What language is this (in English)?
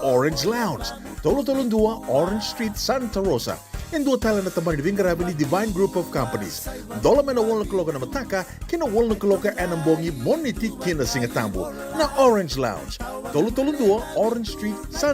Fijian